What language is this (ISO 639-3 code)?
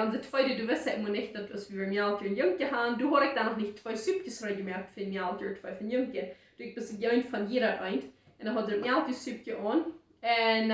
pdt